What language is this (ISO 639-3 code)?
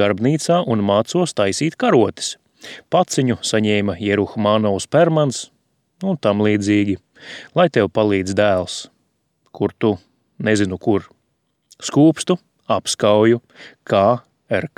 lav